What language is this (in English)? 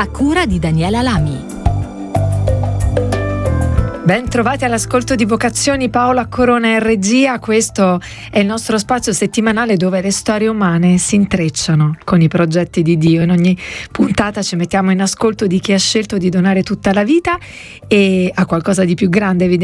Italian